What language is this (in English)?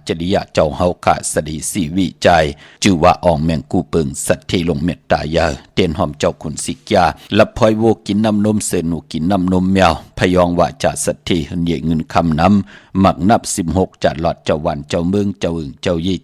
Shan